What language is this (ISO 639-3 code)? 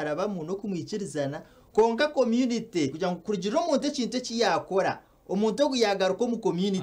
nyn